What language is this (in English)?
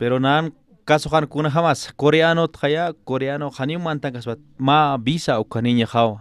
Aymara